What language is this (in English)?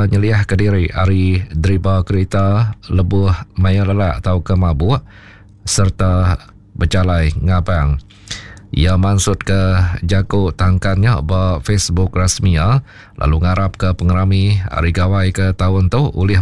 Iban